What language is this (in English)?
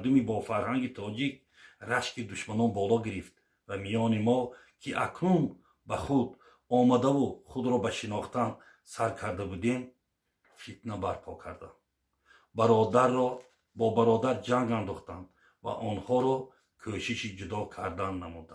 Tajik